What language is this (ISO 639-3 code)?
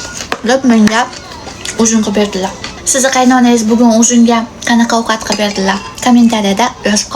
uzb